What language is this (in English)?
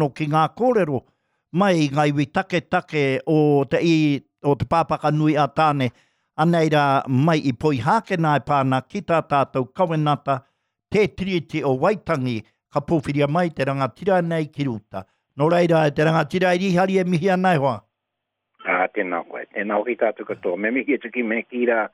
Māori